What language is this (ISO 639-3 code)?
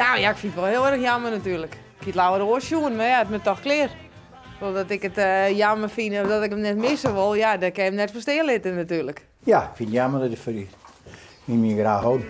fry